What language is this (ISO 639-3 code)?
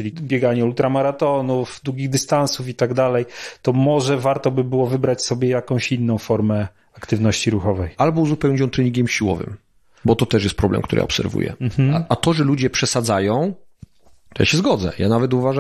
pol